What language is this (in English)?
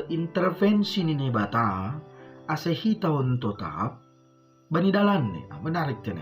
Batak Simalungun